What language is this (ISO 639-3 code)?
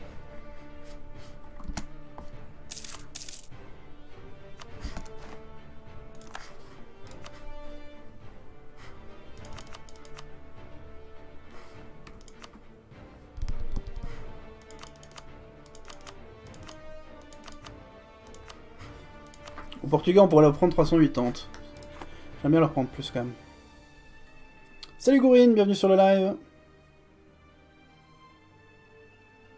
fra